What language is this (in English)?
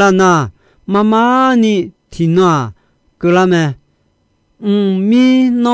Akha